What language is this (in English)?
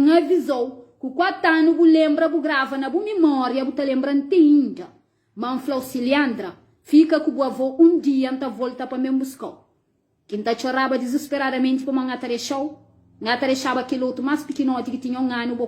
Kabuverdianu